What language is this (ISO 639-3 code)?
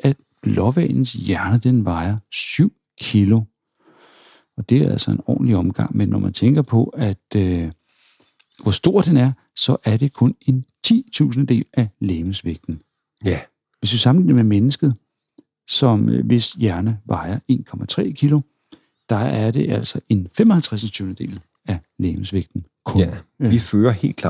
dan